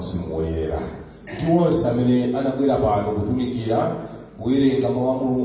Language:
Nyanja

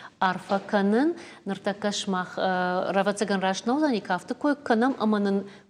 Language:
Ossetic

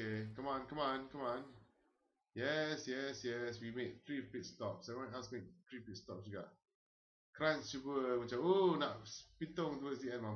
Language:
Malay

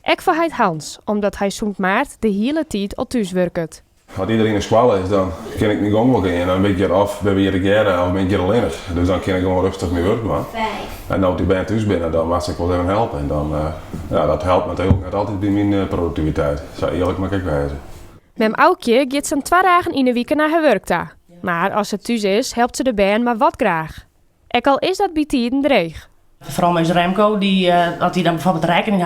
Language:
Western Frisian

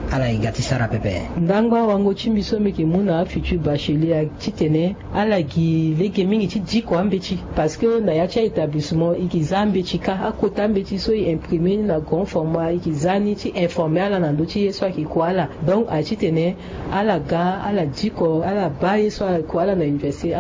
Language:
Sango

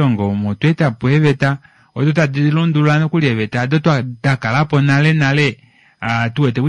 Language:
Kuanyama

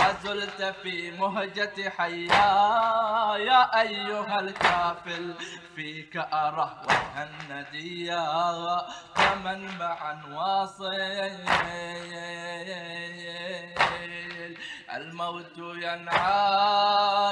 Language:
Arabic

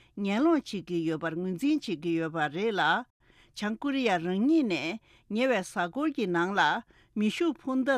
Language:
Tibetan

